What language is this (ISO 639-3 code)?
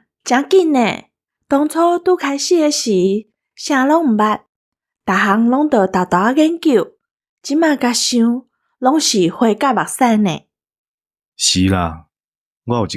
nan